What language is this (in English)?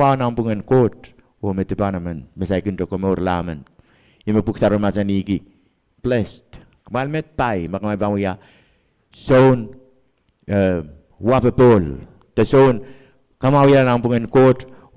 Pohnpeian